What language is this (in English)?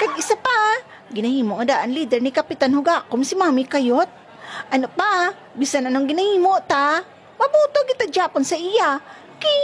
Hiligaynon